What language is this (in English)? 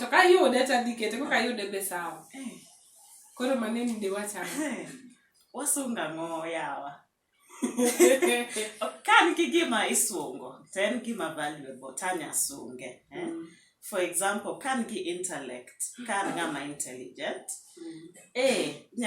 Luo (Kenya and Tanzania)